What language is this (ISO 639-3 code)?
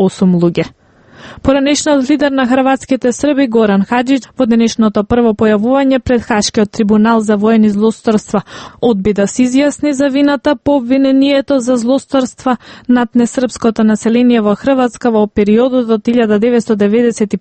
mkd